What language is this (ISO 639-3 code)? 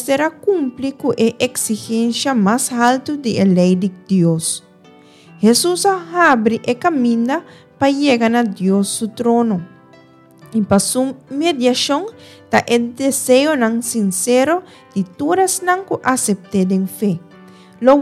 pap